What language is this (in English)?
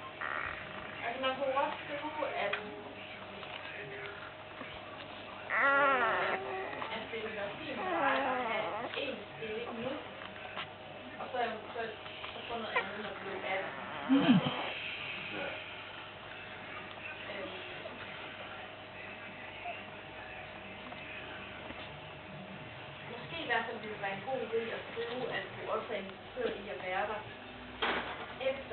Danish